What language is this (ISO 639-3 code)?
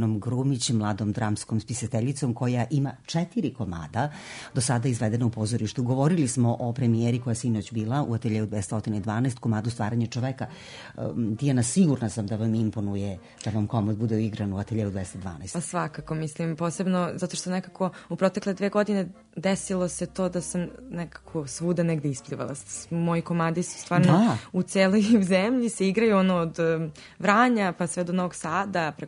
srp